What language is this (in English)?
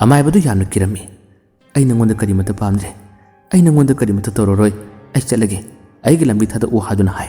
Manipuri